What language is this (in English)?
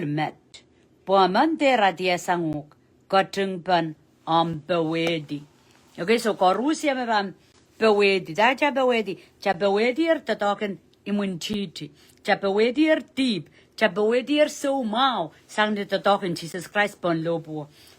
Pohnpeian